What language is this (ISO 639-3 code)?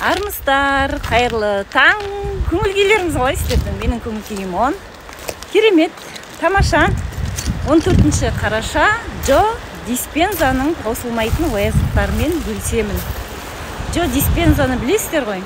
kaz